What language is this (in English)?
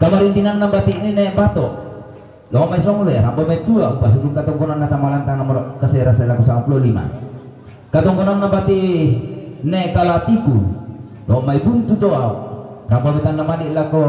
Toraja-Sa'dan